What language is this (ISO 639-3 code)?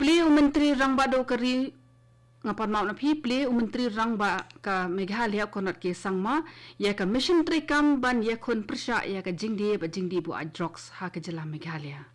kha